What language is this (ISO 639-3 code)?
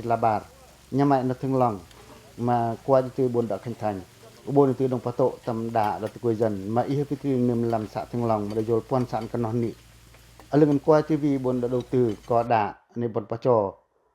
pac